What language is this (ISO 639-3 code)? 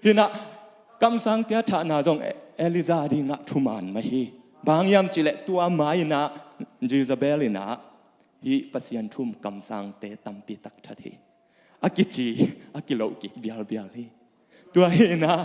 ctd